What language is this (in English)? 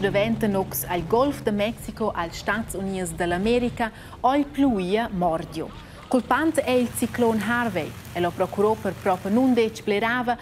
Romansh